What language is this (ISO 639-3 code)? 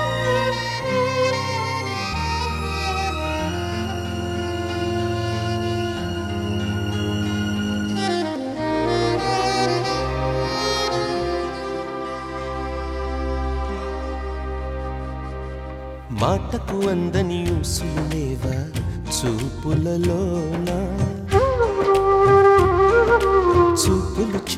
tel